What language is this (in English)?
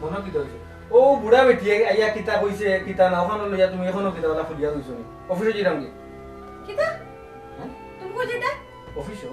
Sylheti